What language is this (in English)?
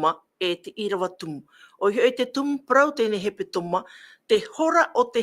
Tahitian